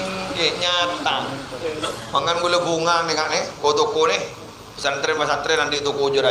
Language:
Madurese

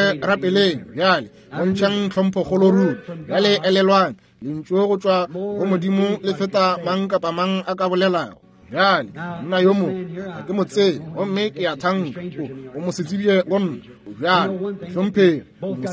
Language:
Northern Sotho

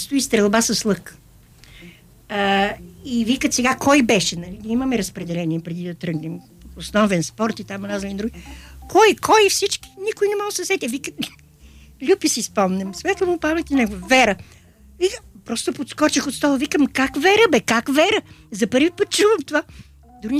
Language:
Bulgarian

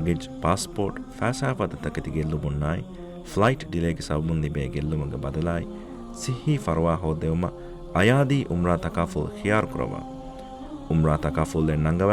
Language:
Divehi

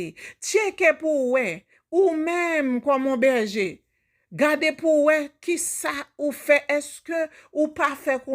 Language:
Haitian Creole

